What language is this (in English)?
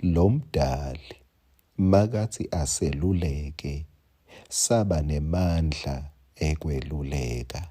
Swati